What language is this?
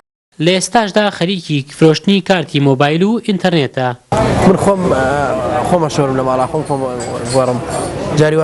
Central Kurdish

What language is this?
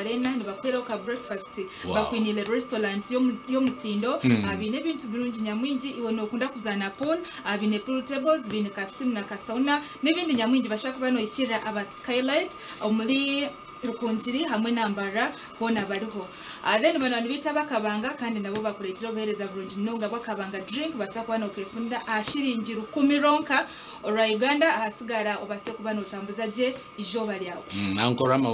Nyankole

